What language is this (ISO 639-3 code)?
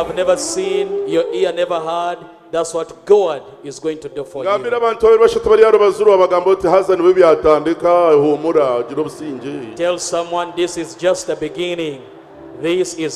nyn